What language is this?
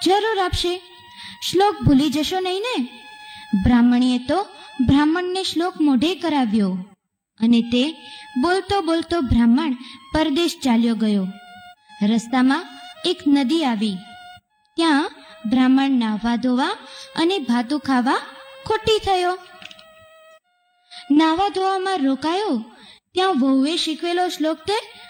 Gujarati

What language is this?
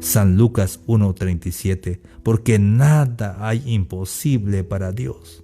Tzeltal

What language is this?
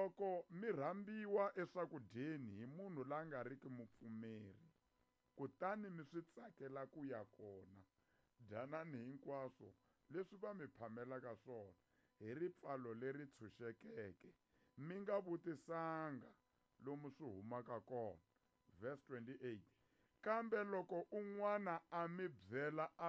Tsonga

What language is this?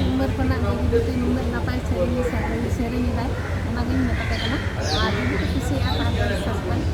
Santali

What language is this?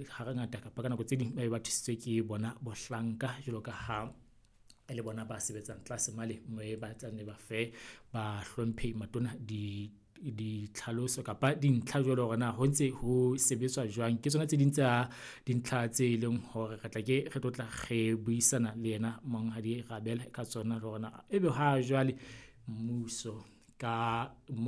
Southern Sotho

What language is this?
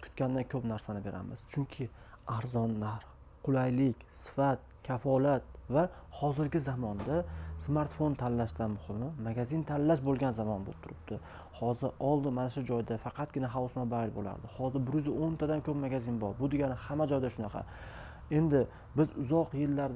Uzbek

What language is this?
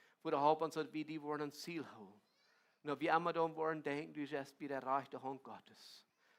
Plautdietsch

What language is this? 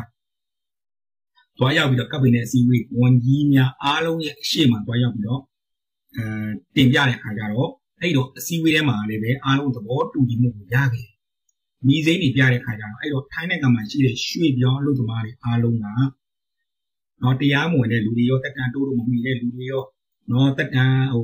Burmese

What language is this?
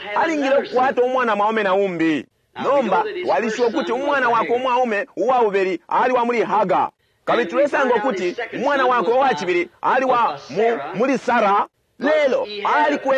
Bemba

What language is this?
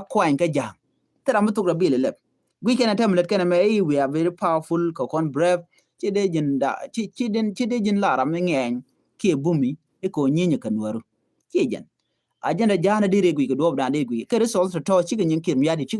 Nuer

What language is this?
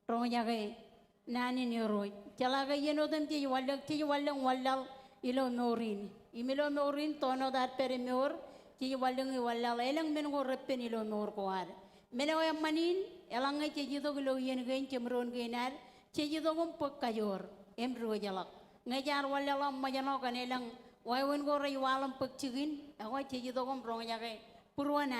Marshallese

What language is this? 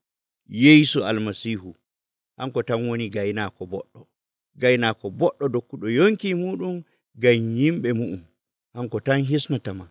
Nigerian Fulfulde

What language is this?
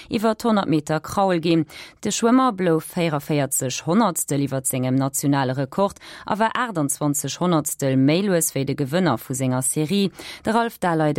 Luxembourgish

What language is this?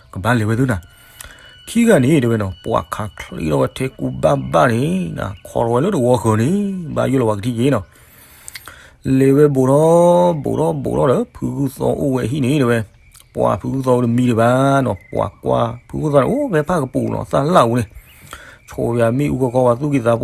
S'gaw Karen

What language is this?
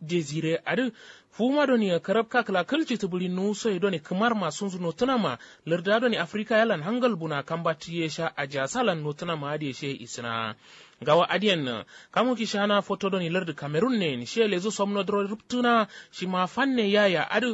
Kanuri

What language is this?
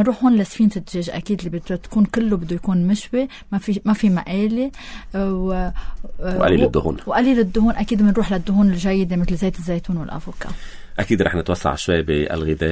North Levantine Arabic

